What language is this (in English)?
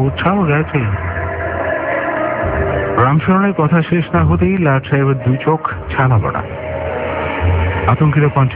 Bangla